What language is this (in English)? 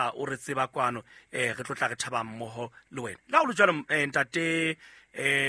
Southern Sotho